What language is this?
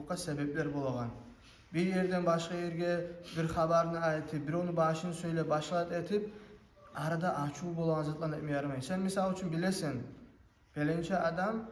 Kumyk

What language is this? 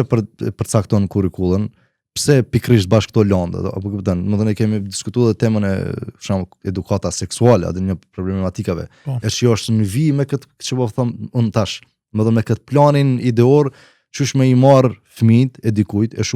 Albanian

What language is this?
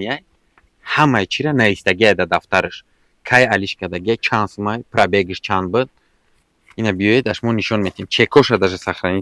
Tajik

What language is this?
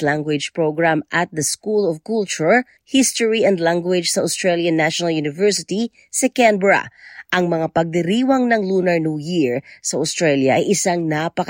Filipino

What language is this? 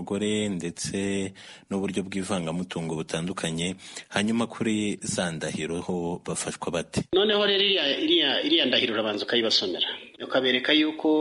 Kinyarwanda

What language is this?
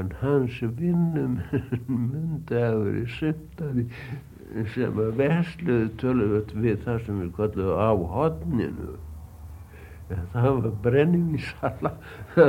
Icelandic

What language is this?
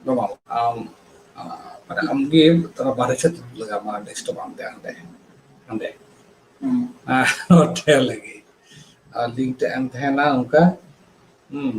Santali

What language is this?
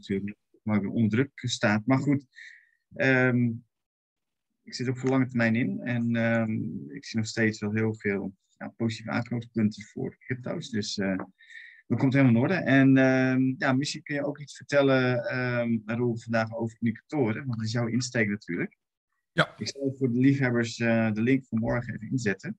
Dutch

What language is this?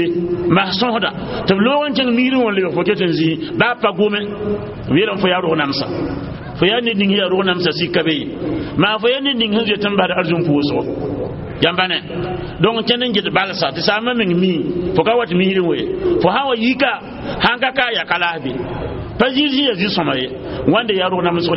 Mossi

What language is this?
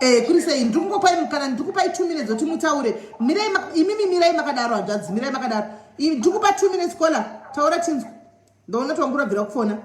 Shona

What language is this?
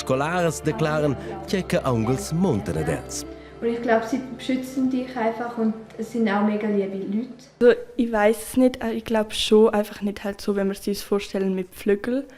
Romansh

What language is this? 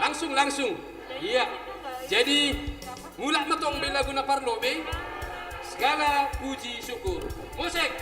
Batak Simalungun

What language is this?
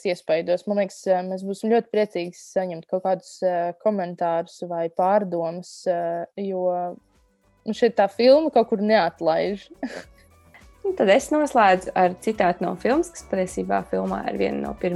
Latvian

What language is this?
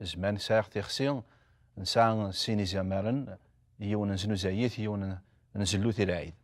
Kabyle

